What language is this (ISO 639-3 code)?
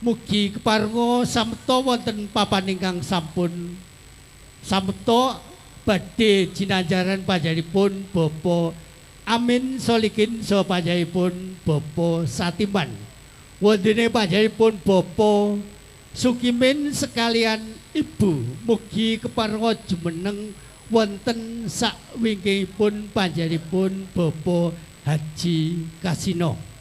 jav